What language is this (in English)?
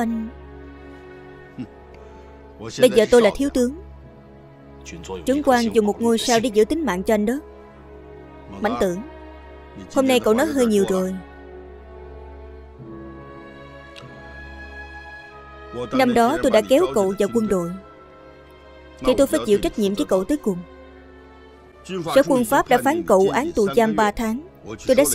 Vietnamese